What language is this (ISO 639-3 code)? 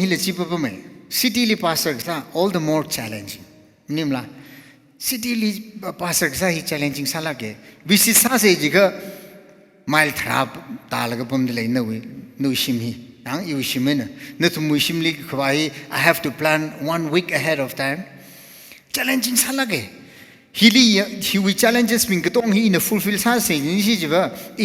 nmf